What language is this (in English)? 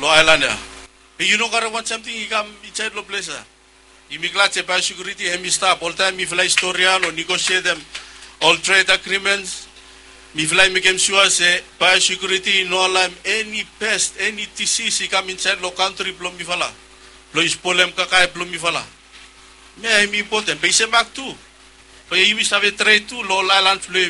Bislama